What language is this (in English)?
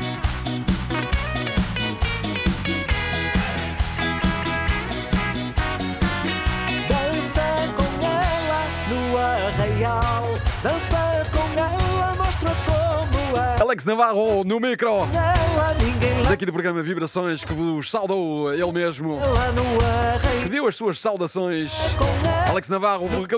Portuguese